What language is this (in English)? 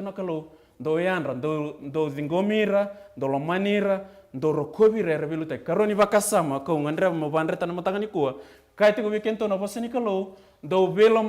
Fijian